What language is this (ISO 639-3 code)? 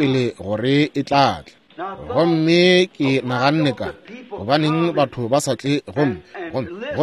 nso